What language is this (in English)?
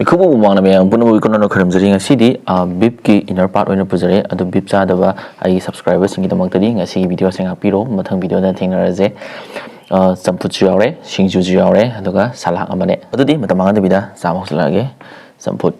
Manipuri